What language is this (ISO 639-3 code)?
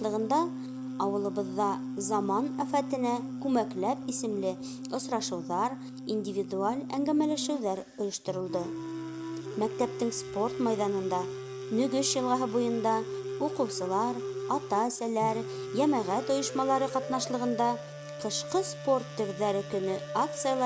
bak